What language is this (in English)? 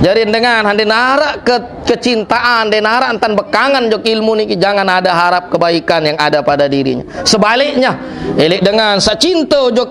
Sasak